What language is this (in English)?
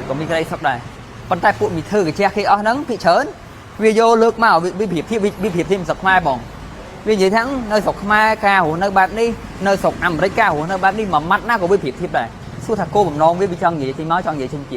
Khmer